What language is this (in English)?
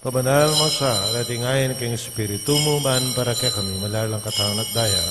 Pampanga